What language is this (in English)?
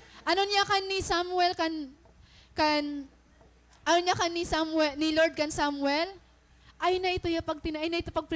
Waray